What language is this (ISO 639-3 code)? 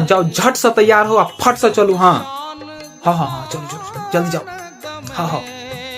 mai